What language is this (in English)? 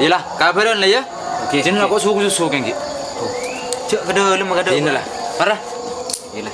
Madurese